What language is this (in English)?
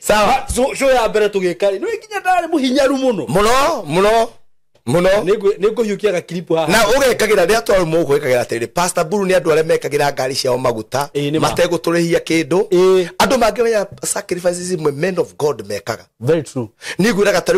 Kikuyu